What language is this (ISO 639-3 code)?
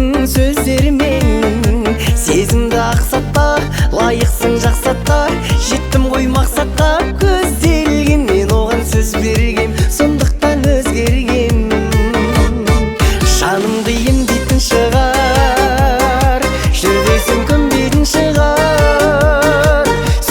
kaz